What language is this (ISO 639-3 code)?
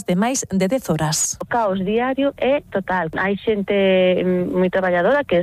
glg